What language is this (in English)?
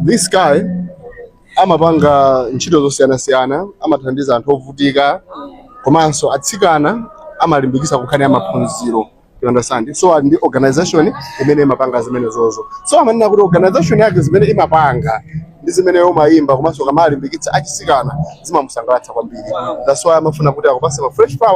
Nyanja